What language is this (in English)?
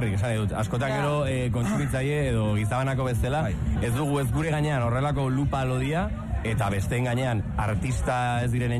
Basque